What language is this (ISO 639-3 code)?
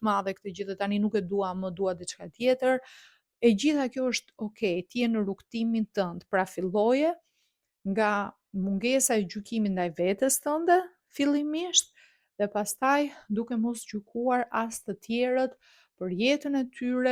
sqi